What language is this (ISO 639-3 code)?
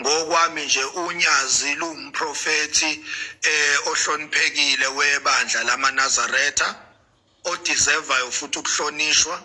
zul